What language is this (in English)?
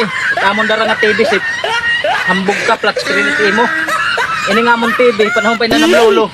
Waray